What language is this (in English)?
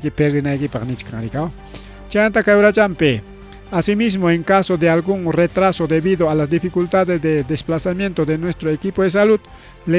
Ayacucho Quechua